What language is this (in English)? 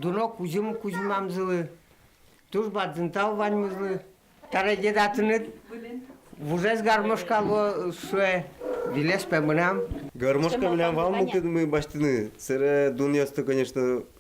Udmurt